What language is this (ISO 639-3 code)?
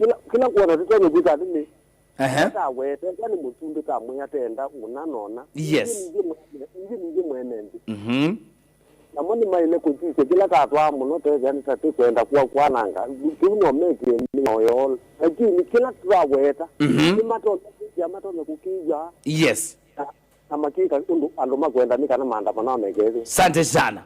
kam